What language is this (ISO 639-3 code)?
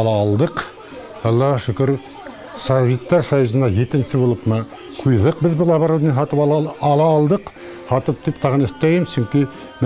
bak